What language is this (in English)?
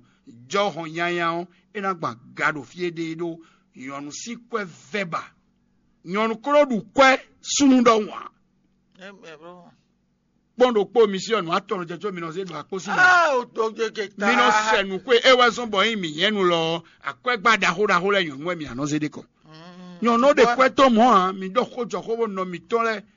Fon